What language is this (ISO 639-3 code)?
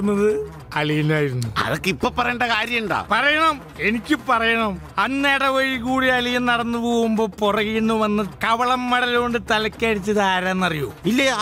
mal